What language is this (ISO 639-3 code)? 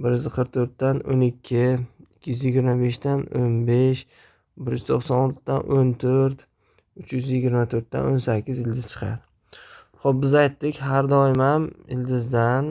uzb